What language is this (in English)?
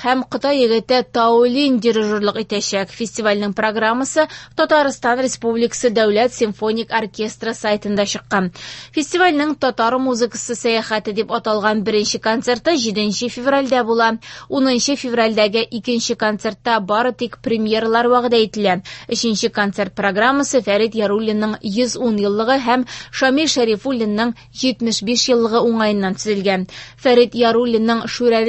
Tatar